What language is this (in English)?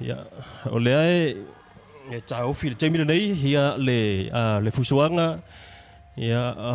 Samoan